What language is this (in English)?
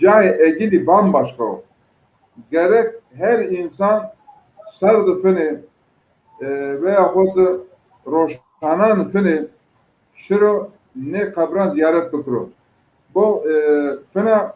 Zaza